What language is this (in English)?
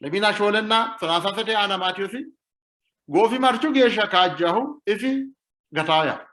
Sidamo